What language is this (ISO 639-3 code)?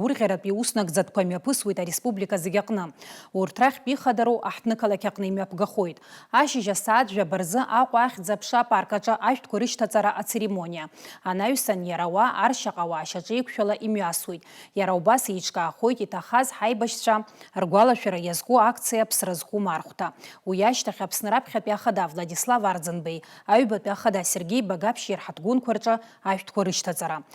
abk